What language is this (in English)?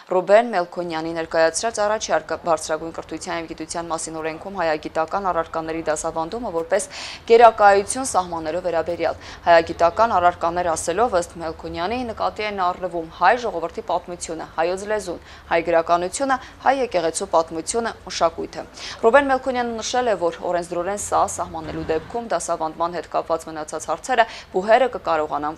Armenian